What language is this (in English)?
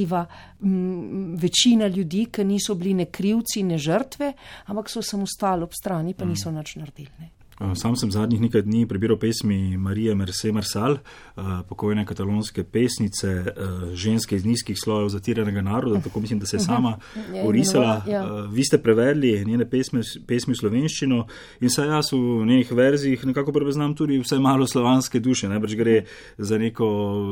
Slovenian